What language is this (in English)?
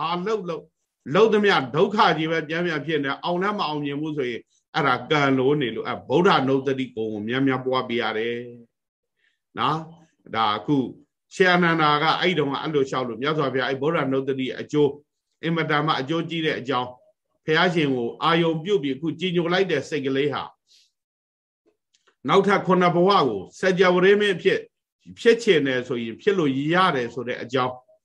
Burmese